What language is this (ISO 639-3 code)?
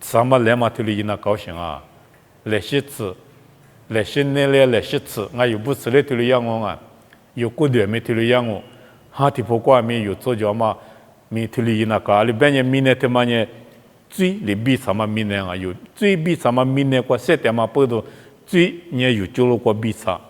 lis